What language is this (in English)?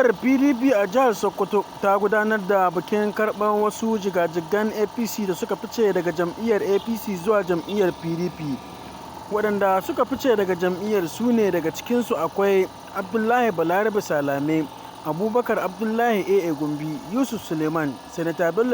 Hausa